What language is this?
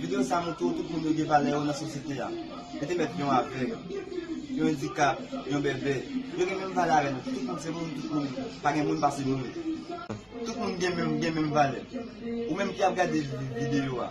Haitian Creole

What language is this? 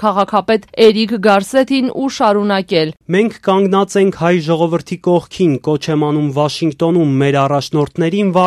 Armenian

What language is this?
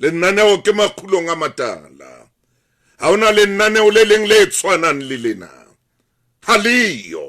Southern Sotho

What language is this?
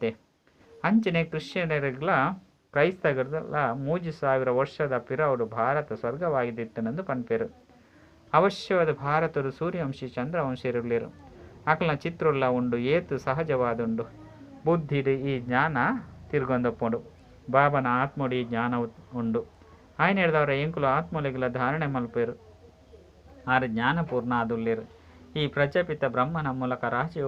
Tulu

